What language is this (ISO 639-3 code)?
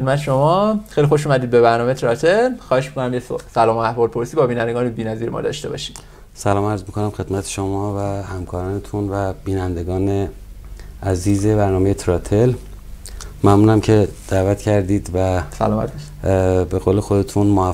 fas